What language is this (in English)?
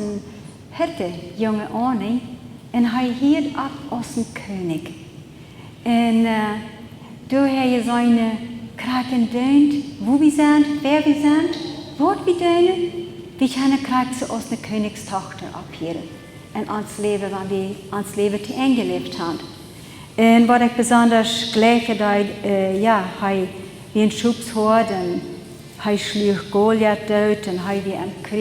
Plautdietsch